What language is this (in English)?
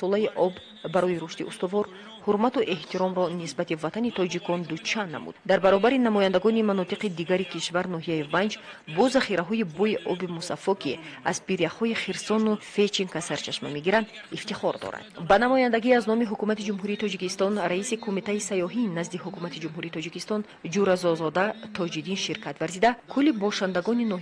Tajik